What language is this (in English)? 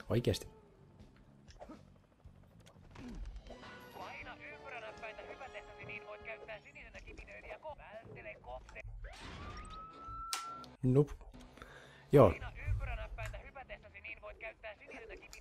Finnish